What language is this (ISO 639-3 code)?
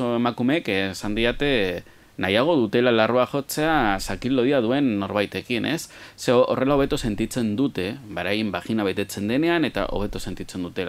eus